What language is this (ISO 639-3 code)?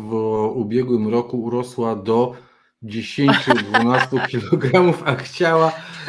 pol